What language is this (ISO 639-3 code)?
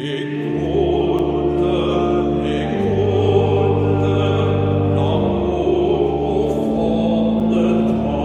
ltz